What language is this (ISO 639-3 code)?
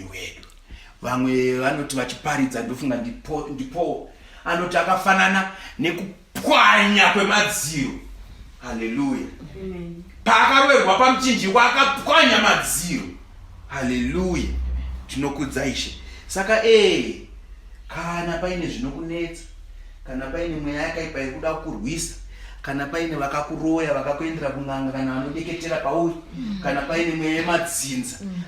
sna